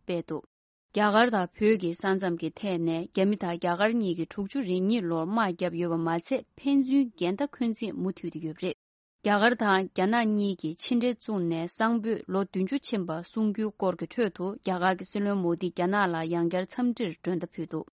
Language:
Tibetan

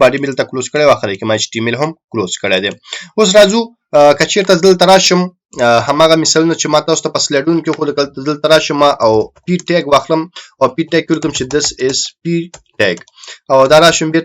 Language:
Pashto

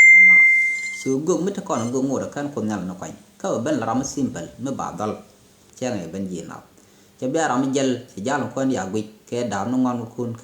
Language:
Nuer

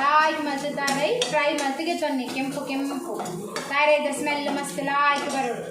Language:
Tulu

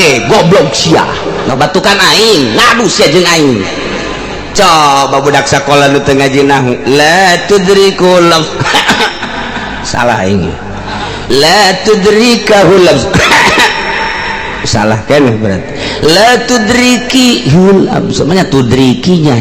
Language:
Sundanese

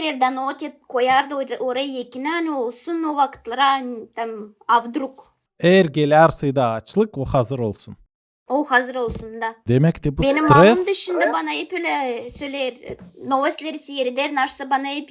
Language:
Gagauz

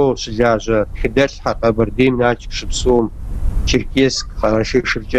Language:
Kabardian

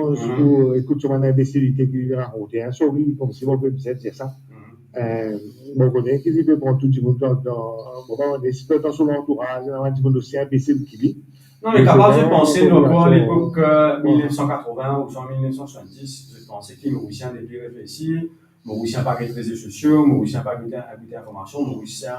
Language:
Morisyen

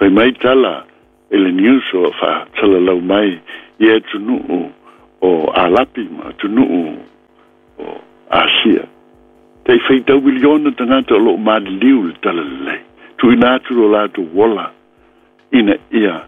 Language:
Samoan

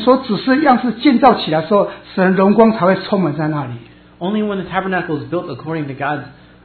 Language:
Chinese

